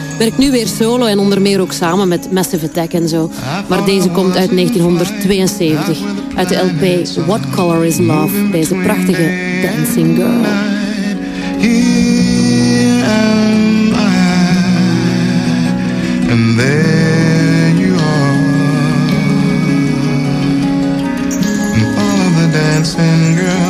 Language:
Dutch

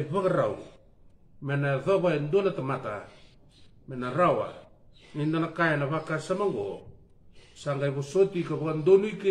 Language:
Fijian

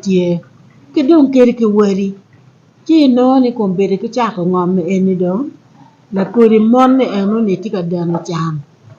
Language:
Acoli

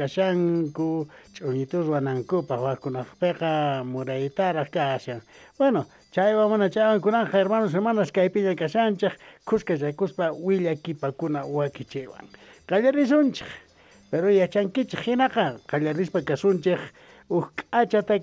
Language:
South Bolivian Quechua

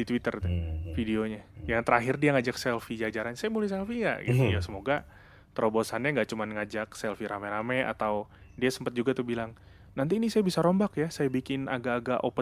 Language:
Indonesian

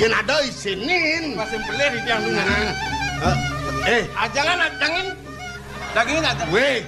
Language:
Balinese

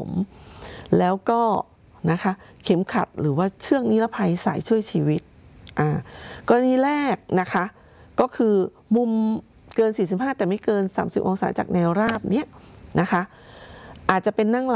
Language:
Thai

